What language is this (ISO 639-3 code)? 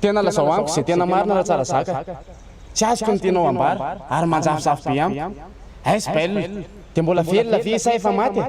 mlg